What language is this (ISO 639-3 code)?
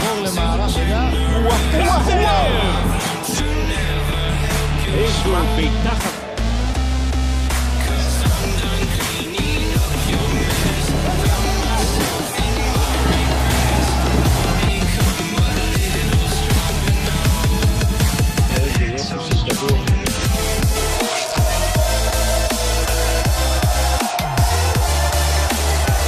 heb